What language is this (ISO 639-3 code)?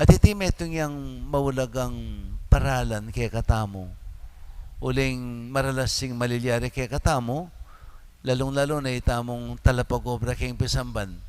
pam